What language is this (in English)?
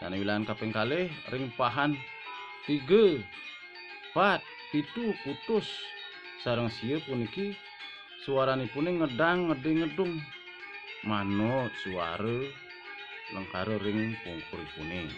Balinese